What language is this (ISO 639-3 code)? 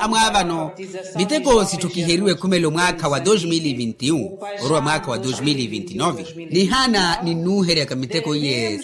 vmw